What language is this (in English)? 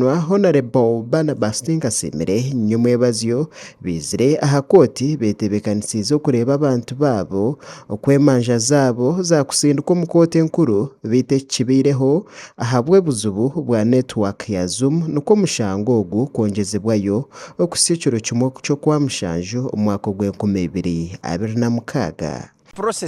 Nyankole